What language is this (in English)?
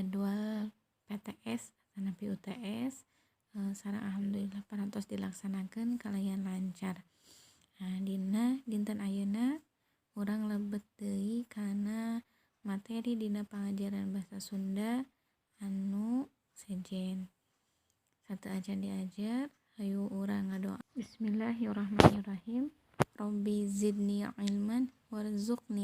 Sundanese